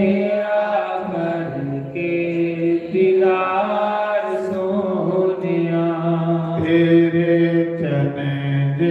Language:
Dogri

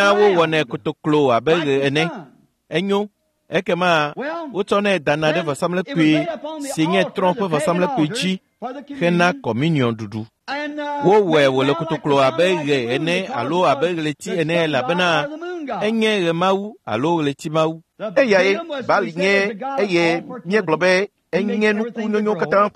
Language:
Ewe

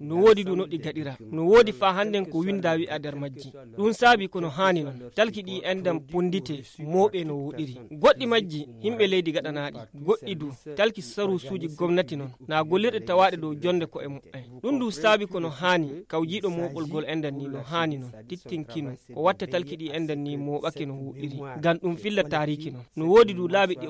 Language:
Nigerian Fulfulde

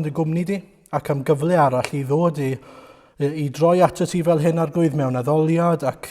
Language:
Welsh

